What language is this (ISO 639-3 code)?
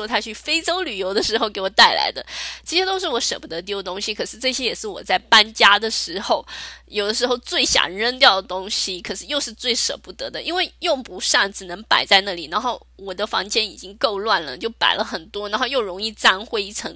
zho